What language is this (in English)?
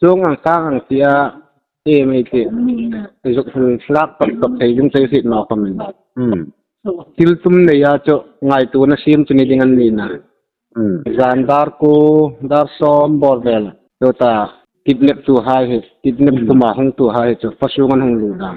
Hmar